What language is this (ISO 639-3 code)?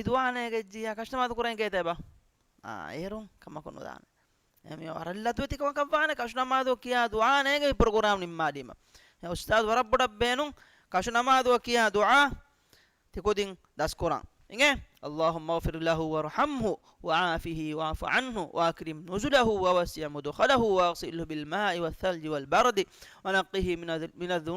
div